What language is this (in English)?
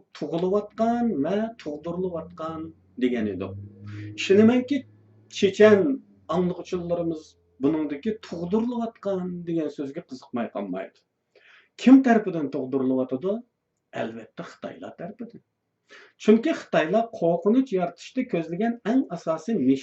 Uyghur